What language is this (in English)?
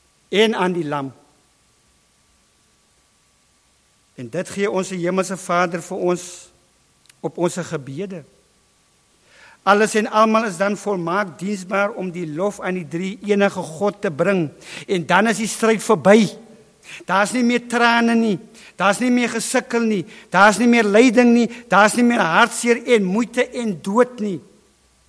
Afrikaans